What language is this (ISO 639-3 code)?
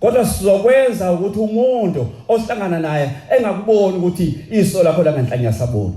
zul